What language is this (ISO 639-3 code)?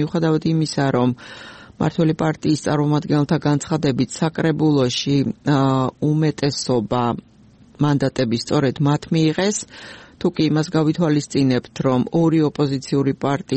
kat